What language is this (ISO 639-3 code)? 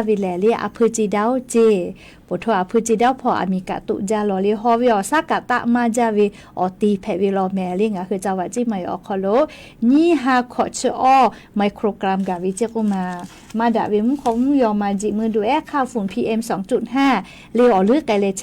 lhu